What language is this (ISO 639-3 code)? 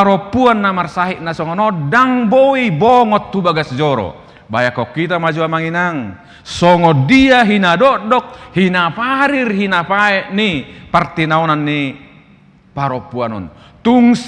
bbc